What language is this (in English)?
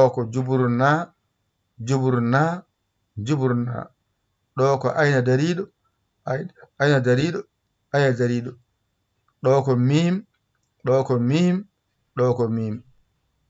Fula